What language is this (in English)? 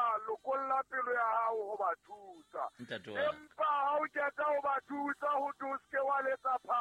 Southern Sotho